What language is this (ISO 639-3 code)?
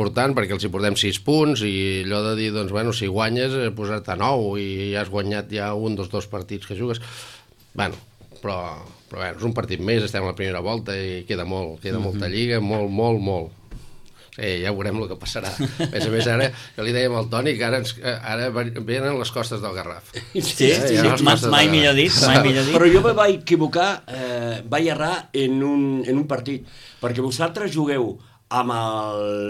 cat